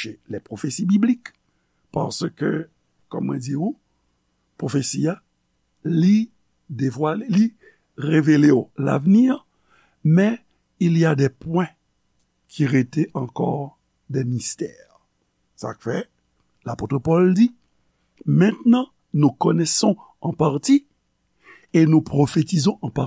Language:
Haitian Creole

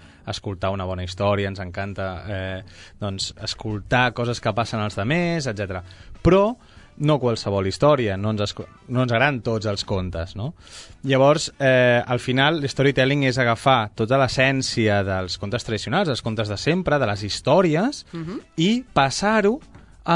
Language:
Catalan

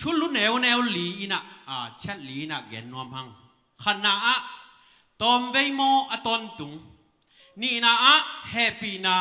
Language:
Tedim Chin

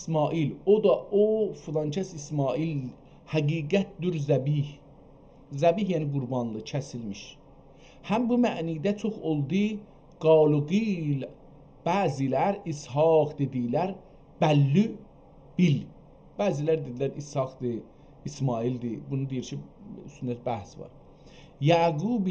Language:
South Azerbaijani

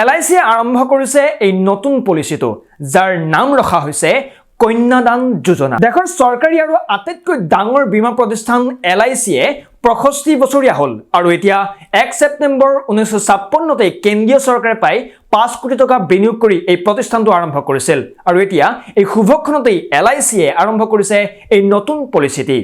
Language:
Assamese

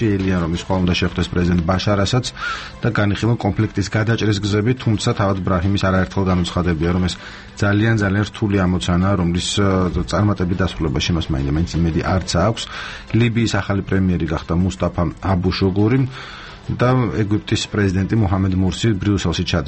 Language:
Georgian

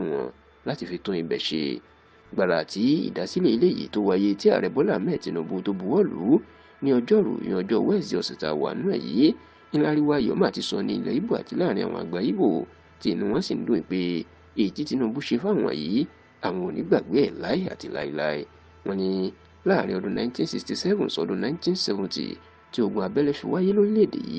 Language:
Yoruba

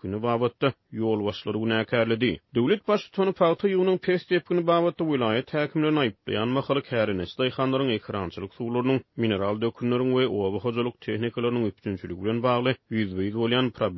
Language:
Turkmen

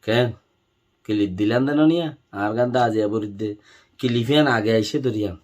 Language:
Rohingya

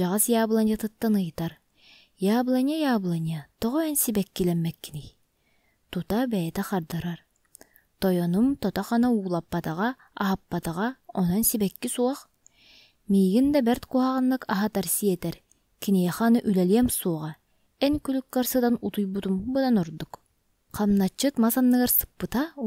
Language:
Yakut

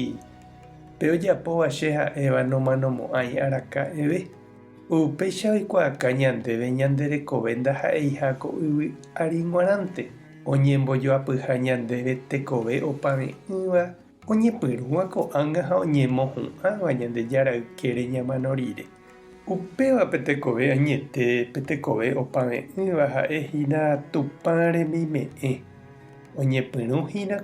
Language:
Guarani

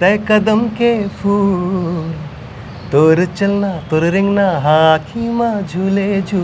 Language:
Chhattisgarhi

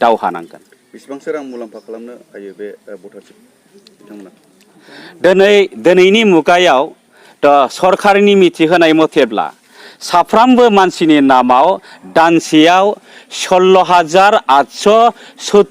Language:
Bodo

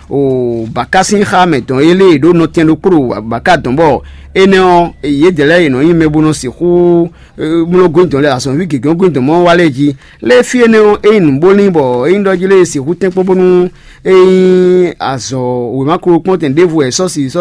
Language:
Fon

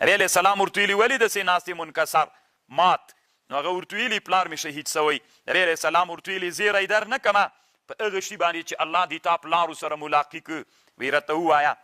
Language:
Pashto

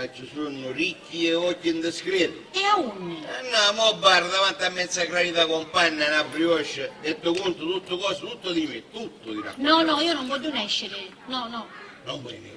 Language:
Sicilian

